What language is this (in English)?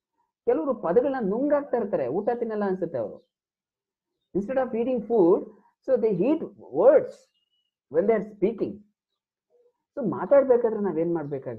Kannada